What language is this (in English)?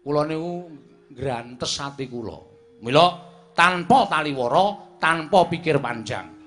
Javanese